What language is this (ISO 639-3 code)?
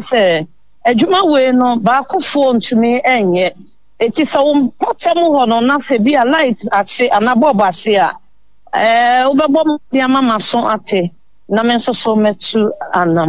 aka